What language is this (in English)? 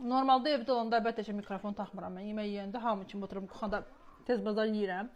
Azerbaijani